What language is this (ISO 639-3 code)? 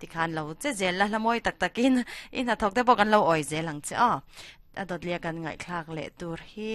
lus